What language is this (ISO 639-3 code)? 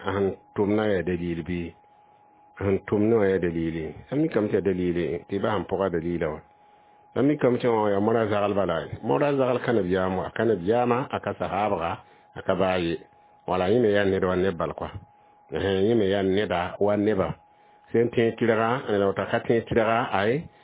mos